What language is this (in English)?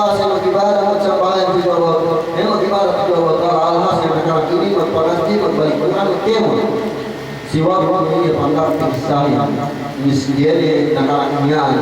Yakan